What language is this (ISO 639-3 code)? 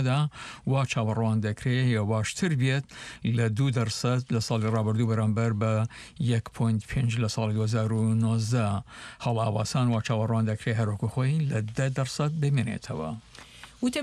ckb